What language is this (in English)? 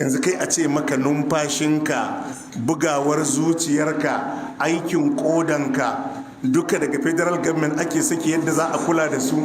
Hausa